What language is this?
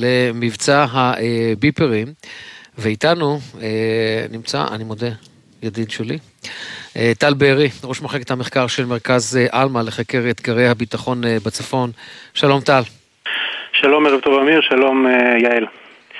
Hebrew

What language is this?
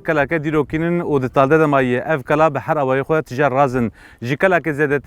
Kurdish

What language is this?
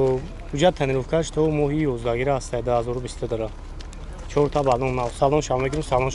Tajik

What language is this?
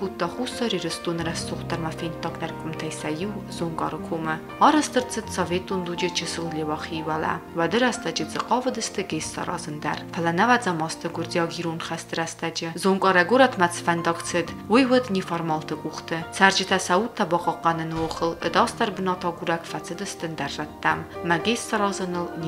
Ossetic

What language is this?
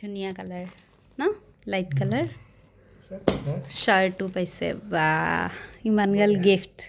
Assamese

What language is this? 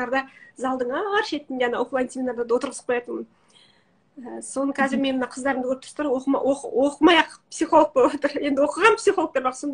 Kazakh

